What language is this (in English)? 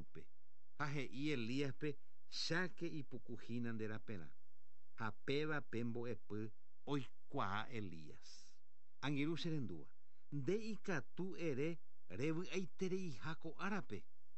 Guarani